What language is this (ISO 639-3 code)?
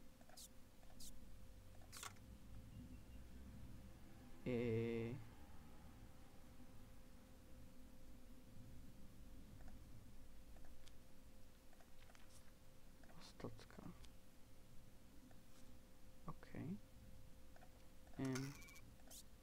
heb